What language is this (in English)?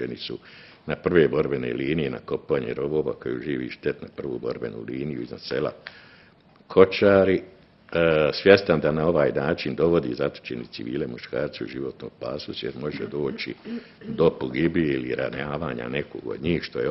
Bosnian